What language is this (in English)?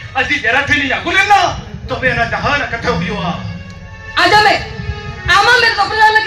Santali